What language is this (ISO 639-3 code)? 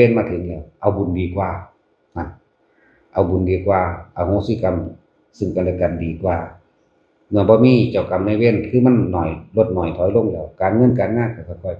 lao